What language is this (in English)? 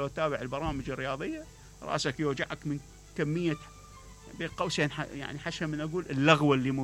Mesopotamian Arabic